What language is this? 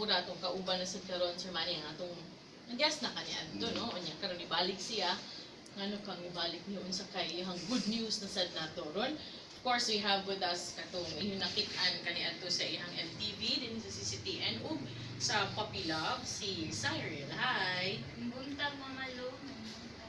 Cebuano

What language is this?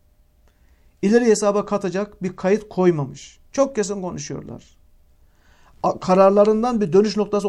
Turkish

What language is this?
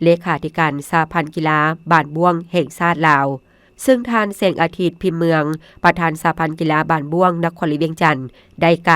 Lao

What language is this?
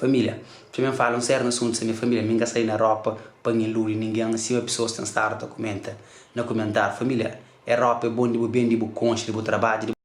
Kabuverdianu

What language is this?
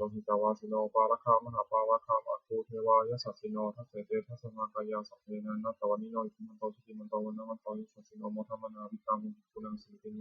Pali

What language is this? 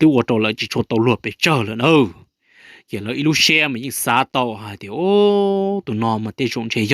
Hmong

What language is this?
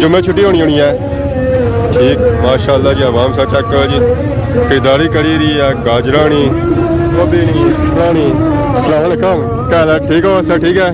Pahari-Potwari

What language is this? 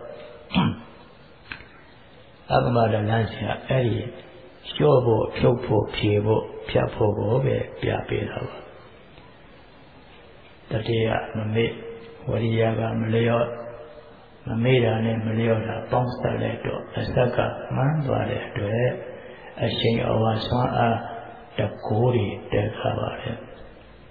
Burmese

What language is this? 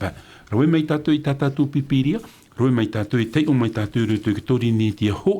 Tahitian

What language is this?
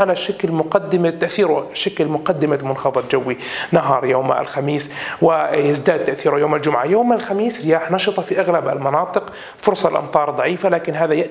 Arabic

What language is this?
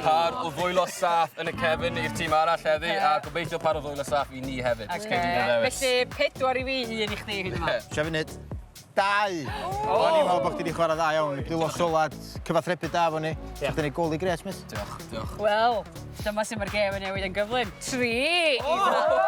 Welsh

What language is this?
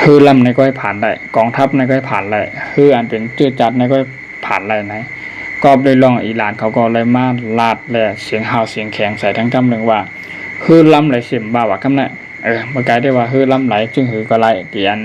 Shan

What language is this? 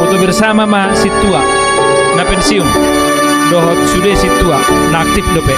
Batak Toba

